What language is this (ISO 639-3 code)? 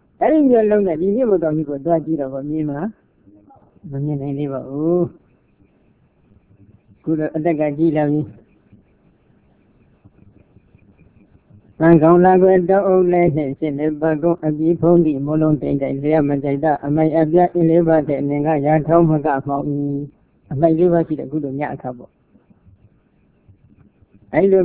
mya